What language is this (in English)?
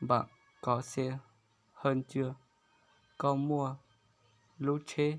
Hmong